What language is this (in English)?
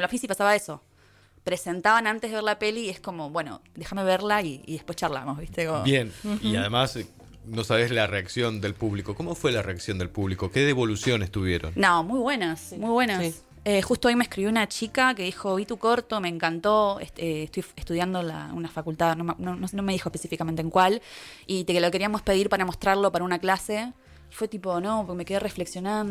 Spanish